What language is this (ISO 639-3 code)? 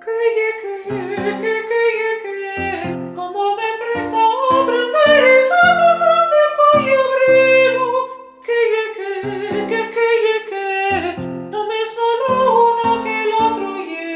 ast